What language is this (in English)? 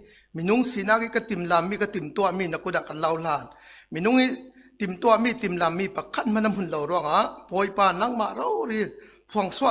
Falam Chin